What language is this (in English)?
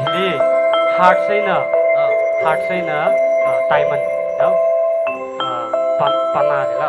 Tangkhul Naga (India)